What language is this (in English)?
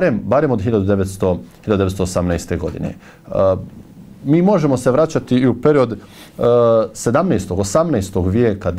Bosnian